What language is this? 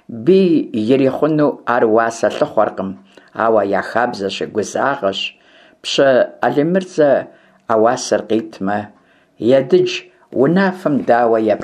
Kabardian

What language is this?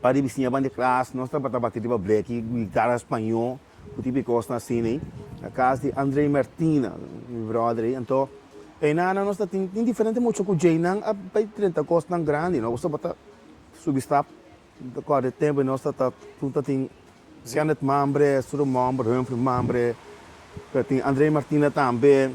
Papiamento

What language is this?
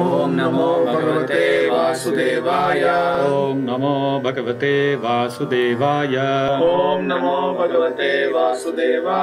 Sanskrit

